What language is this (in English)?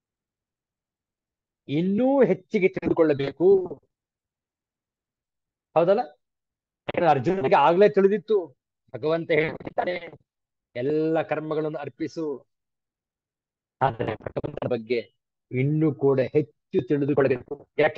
Kannada